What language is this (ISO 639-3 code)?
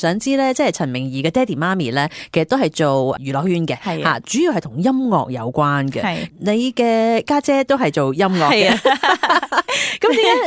yue